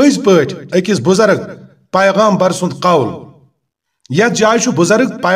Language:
Kashmiri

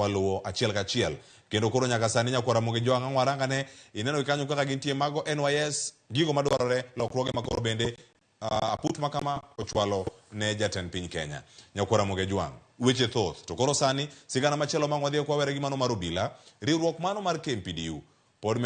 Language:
Luo (Kenya and Tanzania)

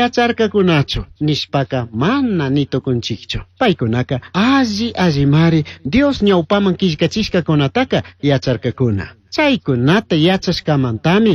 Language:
Chimborazo Highland Quichua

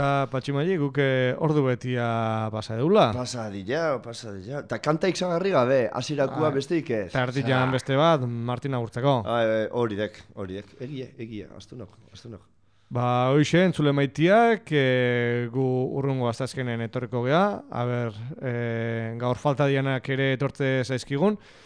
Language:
Basque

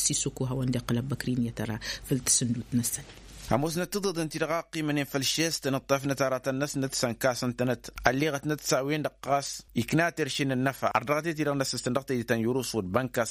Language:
Tamasheq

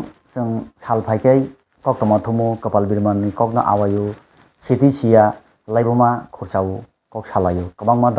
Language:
Kok Borok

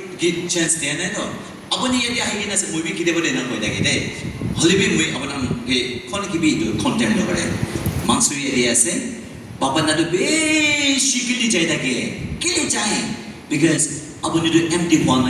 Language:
Naga Pidgin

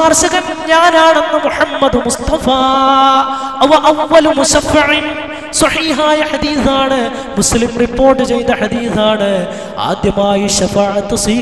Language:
Malayalam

